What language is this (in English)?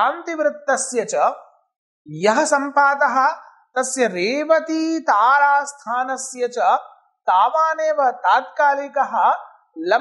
Sanskrit